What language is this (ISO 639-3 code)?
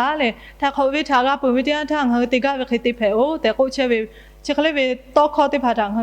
lhu